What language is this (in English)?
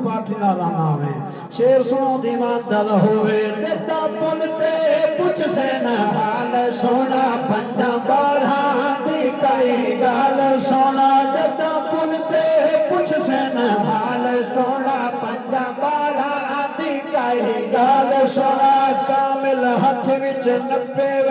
Saraiki